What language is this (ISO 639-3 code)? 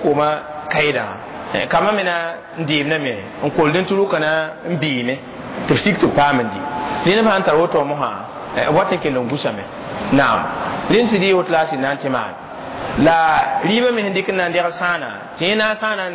mos